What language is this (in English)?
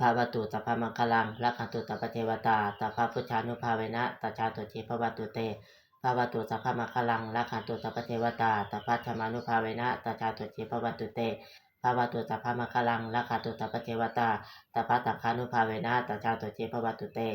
Pali